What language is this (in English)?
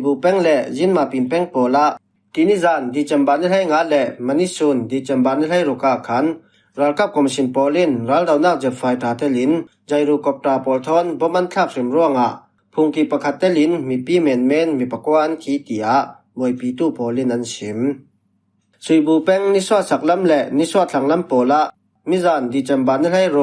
Falam Chin